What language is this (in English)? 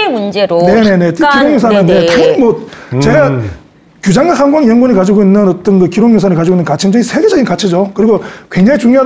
Korean